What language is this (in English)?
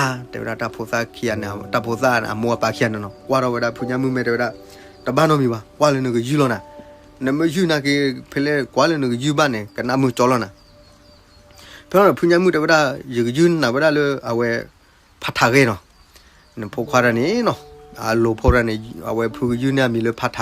S'gaw Karen